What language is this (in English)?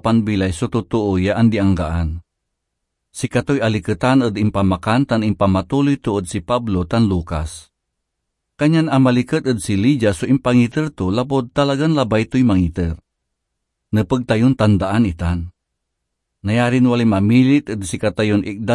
Pangasinan